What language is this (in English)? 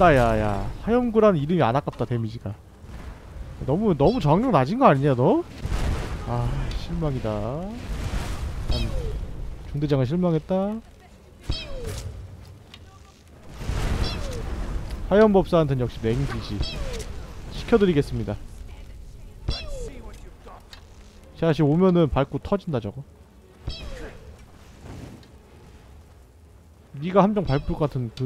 Korean